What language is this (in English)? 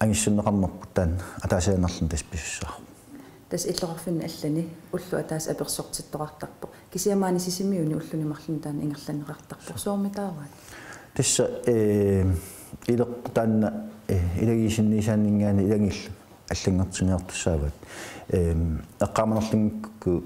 Kalaallisut